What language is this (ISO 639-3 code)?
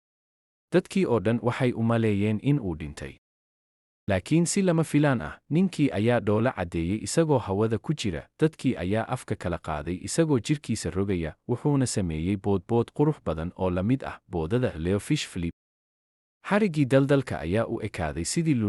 som